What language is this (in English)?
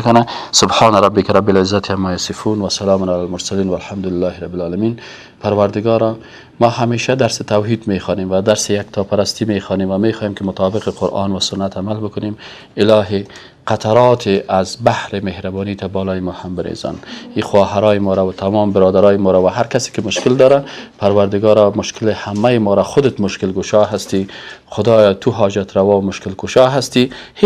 Persian